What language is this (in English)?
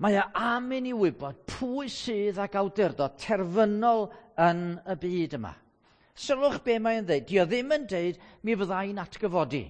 Welsh